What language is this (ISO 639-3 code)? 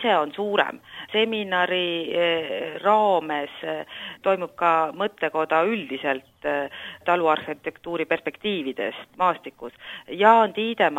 est